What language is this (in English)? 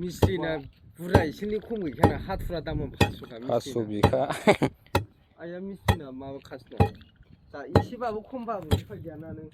Bodo